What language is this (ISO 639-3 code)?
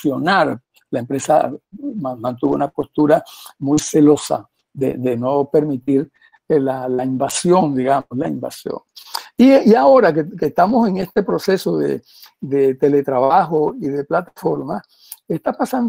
spa